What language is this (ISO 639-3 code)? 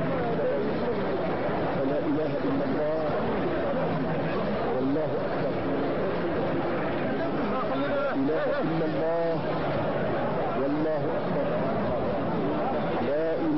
ara